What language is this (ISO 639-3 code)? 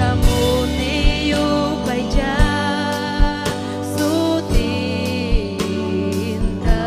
quy